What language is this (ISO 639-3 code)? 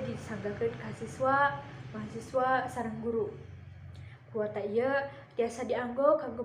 sun